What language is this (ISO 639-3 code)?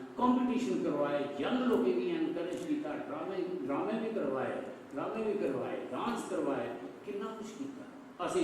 doi